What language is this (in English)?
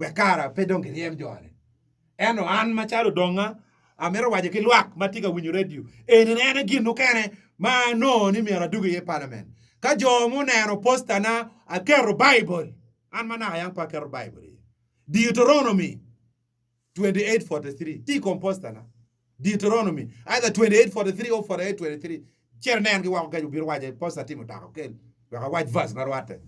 Acoli